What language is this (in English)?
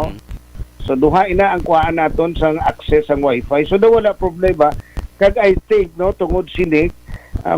Hiligaynon